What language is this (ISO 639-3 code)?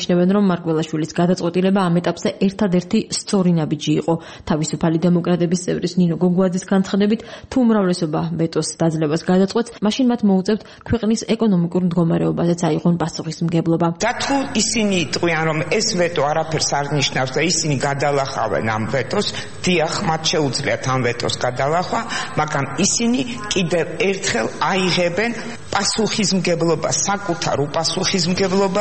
kat